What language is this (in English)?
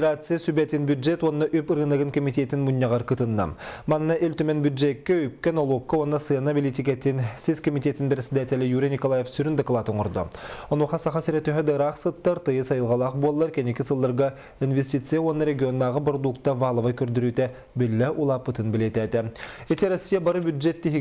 Yakut